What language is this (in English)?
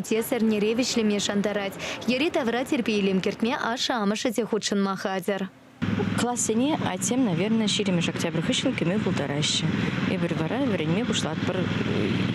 Chuvash